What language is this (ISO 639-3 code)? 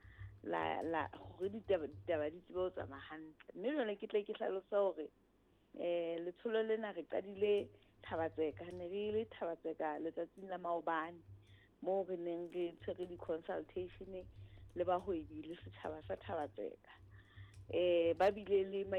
sot